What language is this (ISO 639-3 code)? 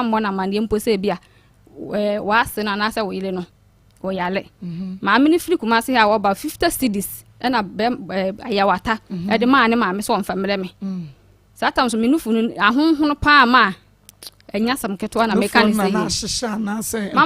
aka